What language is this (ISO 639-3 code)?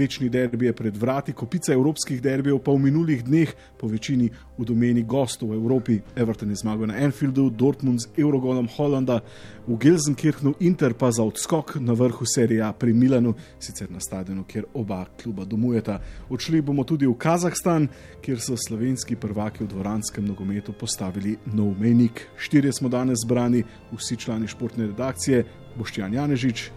slv